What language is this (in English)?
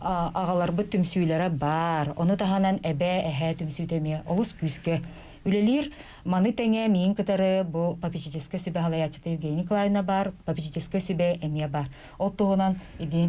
Yakut